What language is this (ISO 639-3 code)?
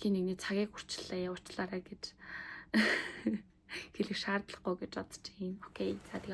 mon